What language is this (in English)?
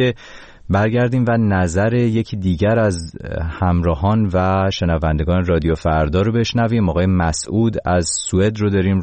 Persian